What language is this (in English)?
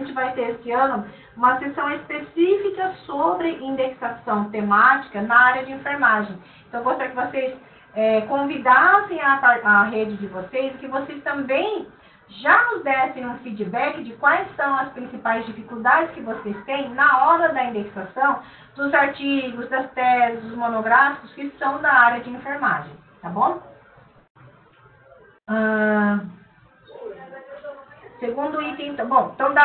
Portuguese